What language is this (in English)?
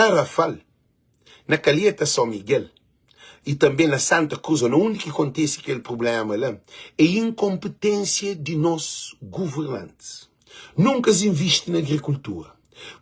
Kabuverdianu